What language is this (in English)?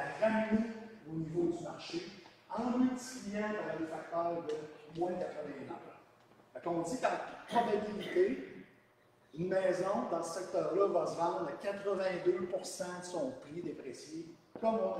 French